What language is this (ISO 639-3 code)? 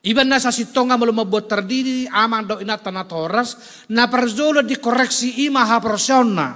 bbc